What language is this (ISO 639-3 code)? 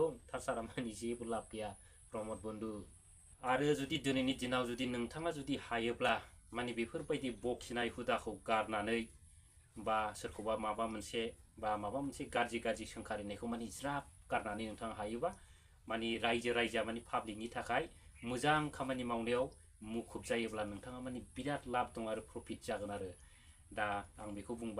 brx